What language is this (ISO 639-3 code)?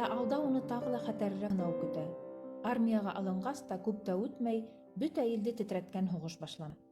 bak